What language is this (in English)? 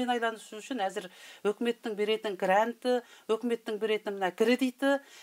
Kazakh